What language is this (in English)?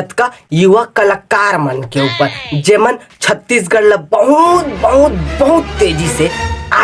Chhattisgarhi